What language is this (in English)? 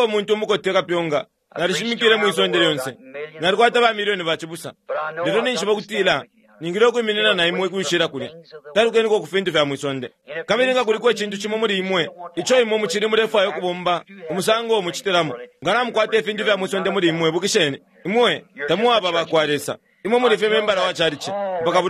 Bemba